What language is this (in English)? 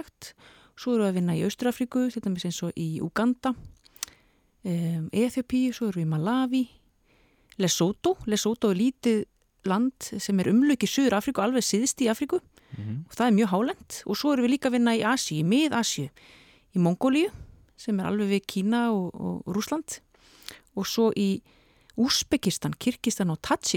Icelandic